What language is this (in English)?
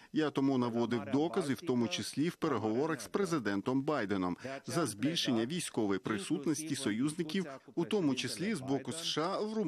Ukrainian